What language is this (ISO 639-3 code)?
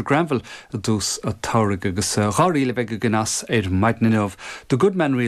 gle